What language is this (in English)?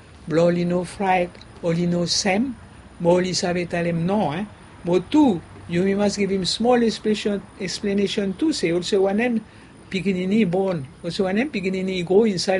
Bislama